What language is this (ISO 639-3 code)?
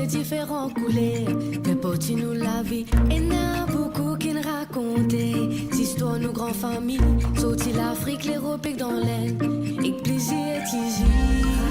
mfe